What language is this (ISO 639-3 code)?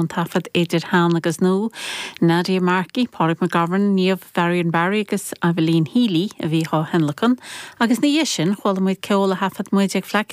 gle